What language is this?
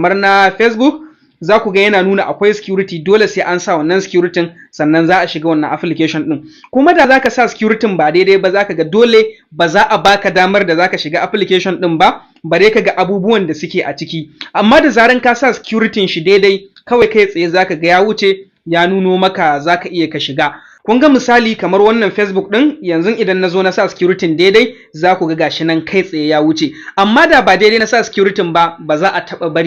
Hausa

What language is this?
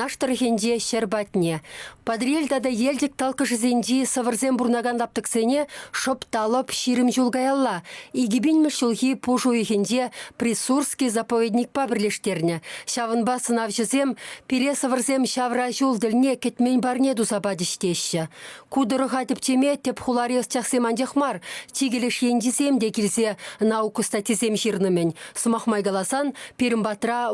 Chuvash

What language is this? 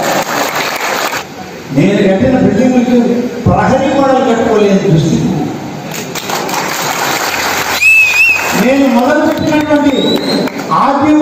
Telugu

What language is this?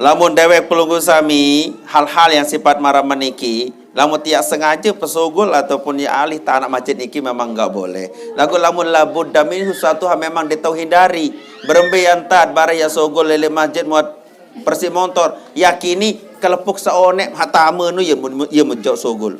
Sasak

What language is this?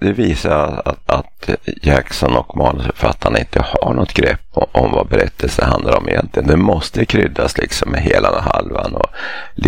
Swedish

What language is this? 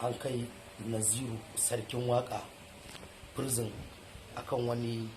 Hausa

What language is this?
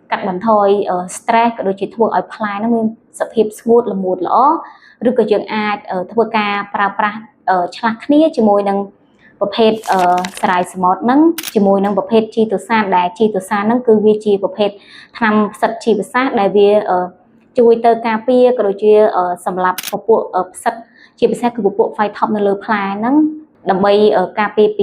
Khmer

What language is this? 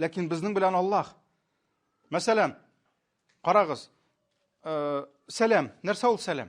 Tatar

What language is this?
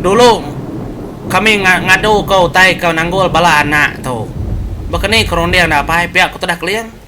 Iban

